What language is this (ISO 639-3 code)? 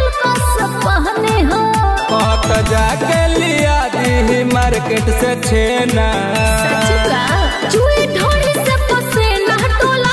bho